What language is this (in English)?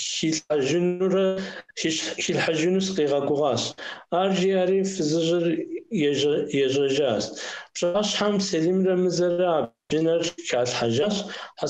Kabardian